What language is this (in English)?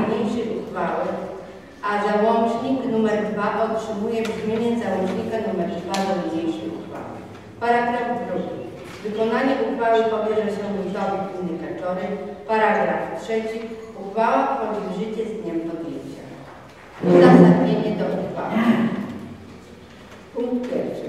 Polish